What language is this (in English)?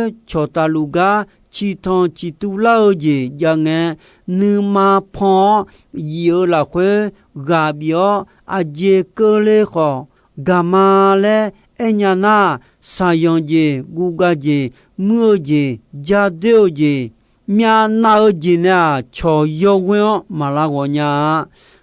Akha